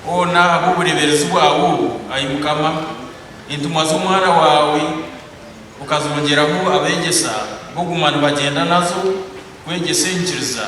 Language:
Nyankole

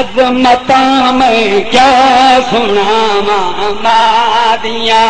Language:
Saraiki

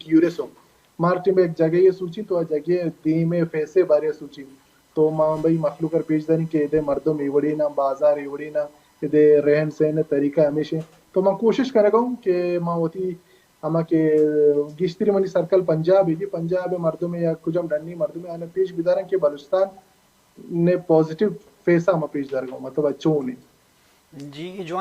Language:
Baluchi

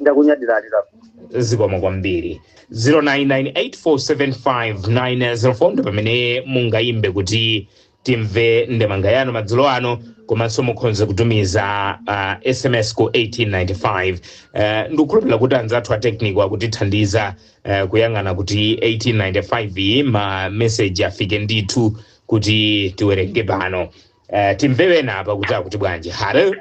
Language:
Nyanja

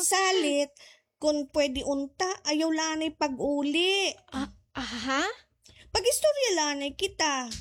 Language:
Waray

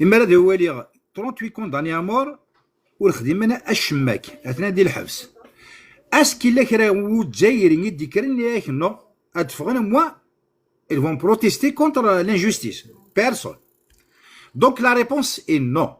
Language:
Kabyle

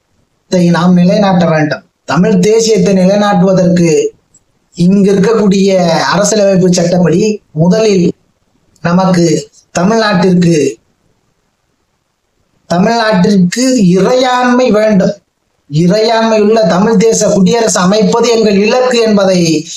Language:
Tamil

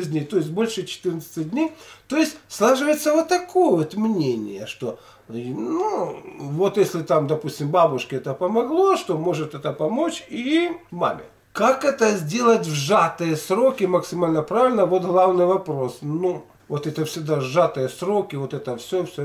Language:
Russian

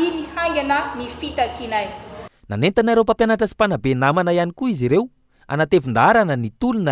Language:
Malagasy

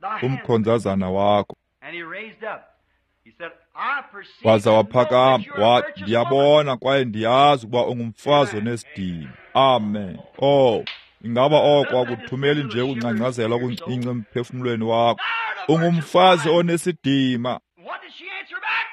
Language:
Xhosa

